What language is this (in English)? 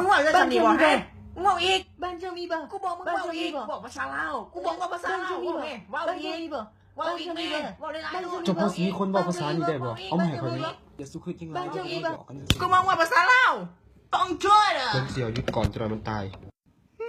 Northeastern Thai